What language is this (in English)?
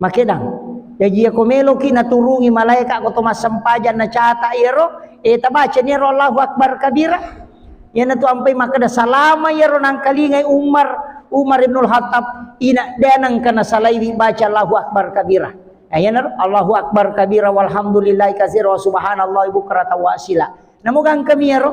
Buginese